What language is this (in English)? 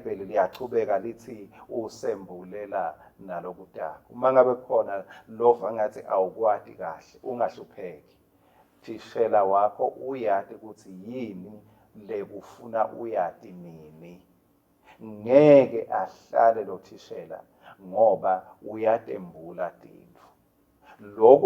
Swati